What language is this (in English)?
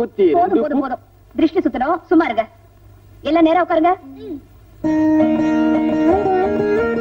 Tamil